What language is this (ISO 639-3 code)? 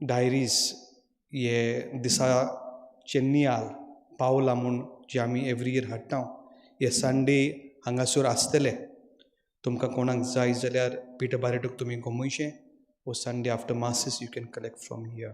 kok